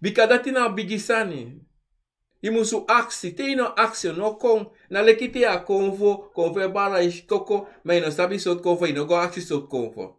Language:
Sranan Tongo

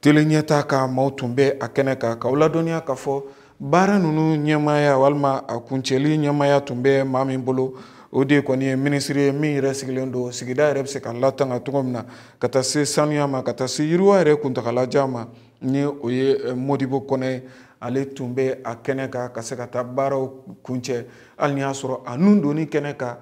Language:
Bambara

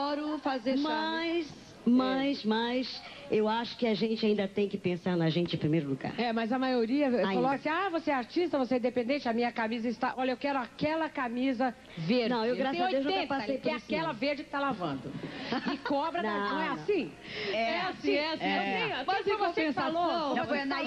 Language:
Portuguese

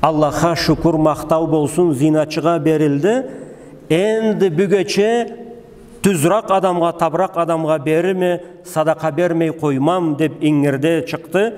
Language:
Karachay-Balkar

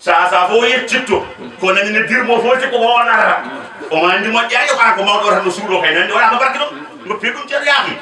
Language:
Fula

